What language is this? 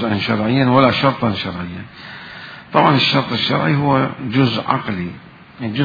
Mesopotamian Arabic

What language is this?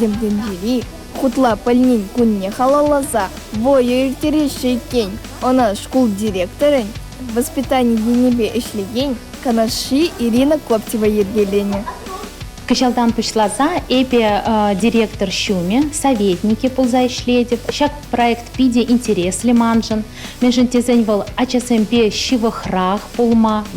Chuvash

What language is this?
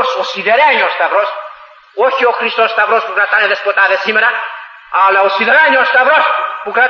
Greek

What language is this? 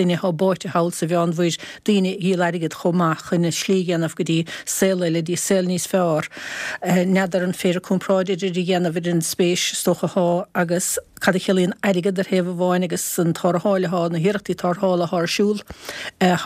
Irish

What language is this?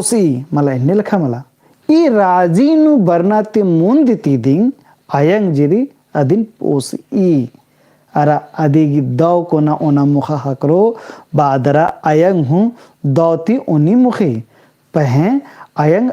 Kurukh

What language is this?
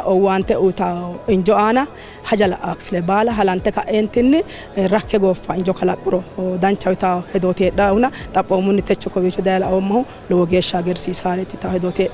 Sidamo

